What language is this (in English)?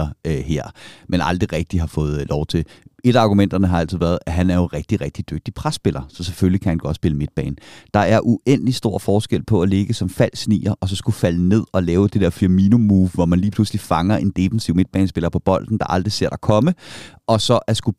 Danish